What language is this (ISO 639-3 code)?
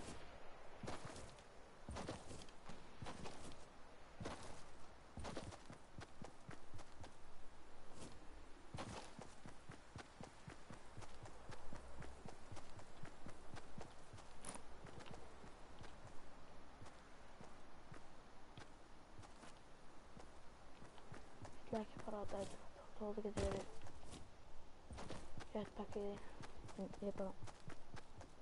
isl